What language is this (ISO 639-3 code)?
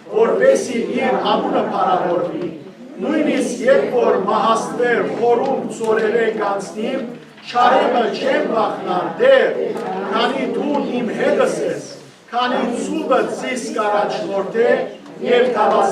hyw